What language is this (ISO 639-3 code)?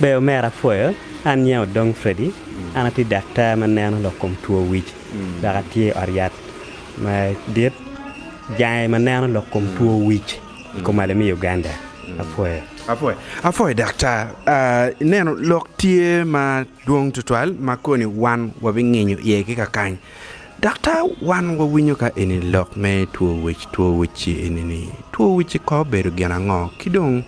ach